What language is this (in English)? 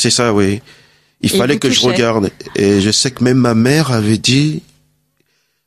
French